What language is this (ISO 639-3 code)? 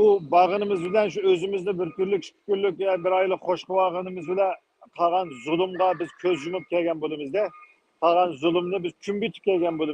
uig